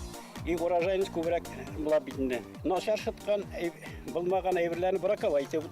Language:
Bashkir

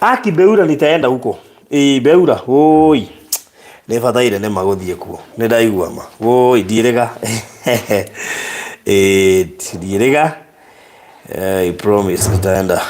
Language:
Kikuyu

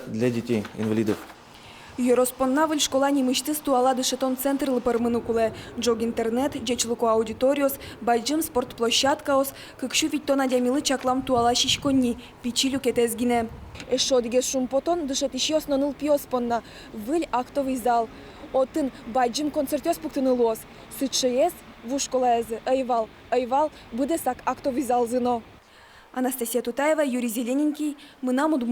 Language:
Udmurt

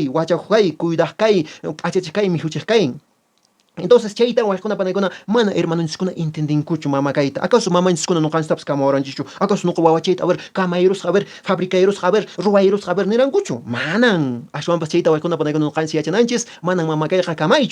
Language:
Quechua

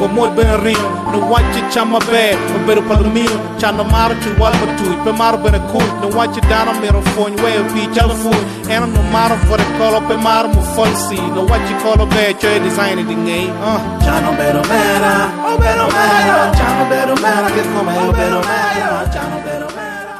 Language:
Acoli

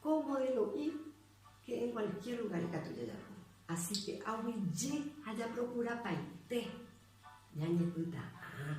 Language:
Guarani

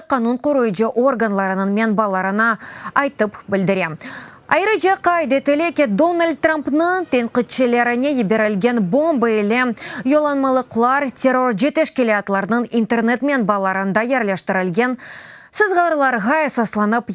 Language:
Crimean Tatar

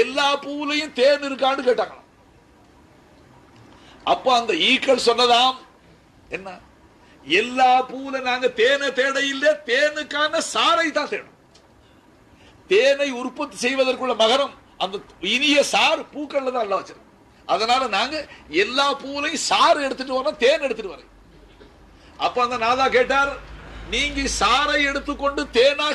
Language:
Tamil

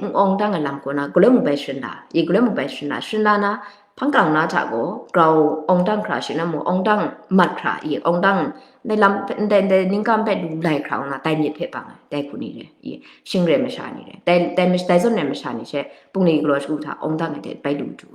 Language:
Kachin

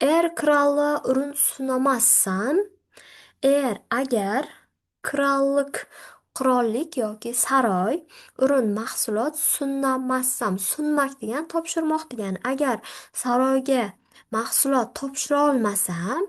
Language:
Uzbek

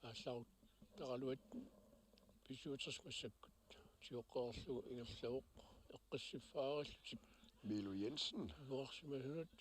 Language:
Kalaallisut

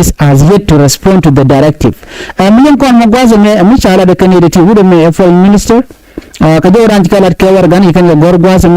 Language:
Nuer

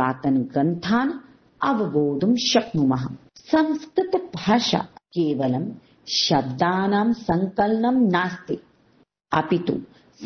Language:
Sanskrit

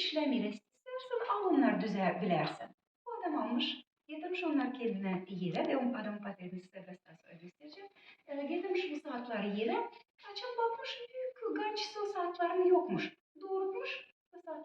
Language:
Gagauz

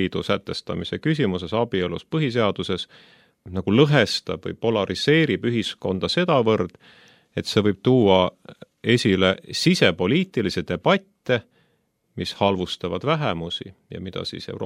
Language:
Estonian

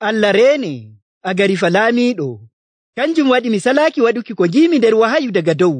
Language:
Nigerian Fulfulde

